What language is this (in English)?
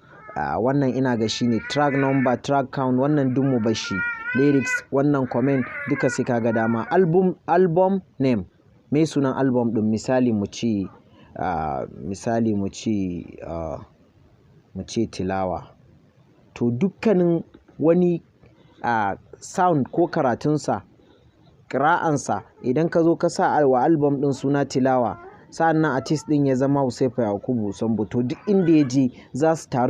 Hausa